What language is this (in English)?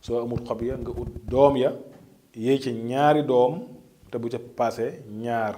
Wolof